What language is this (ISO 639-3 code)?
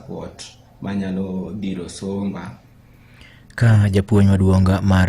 luo